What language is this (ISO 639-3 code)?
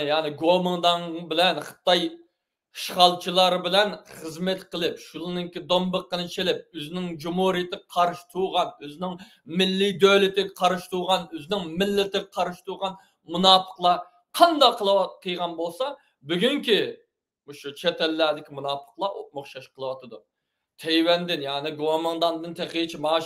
uig